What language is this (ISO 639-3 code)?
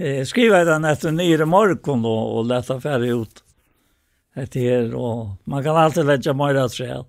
fao